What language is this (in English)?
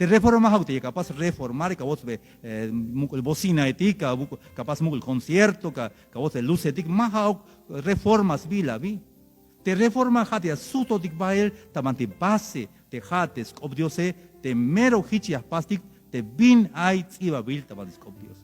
Tzeltal